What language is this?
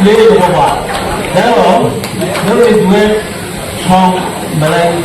Kok Borok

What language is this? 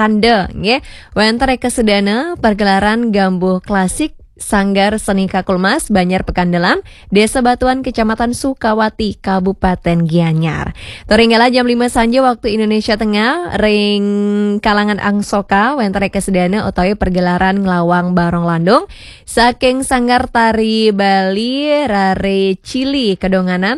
Balinese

